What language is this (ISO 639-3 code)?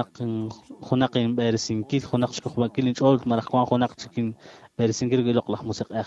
kek